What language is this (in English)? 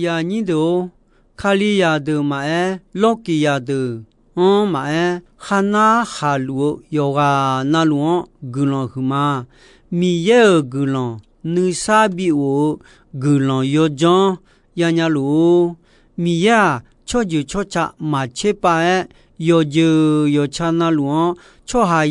Akha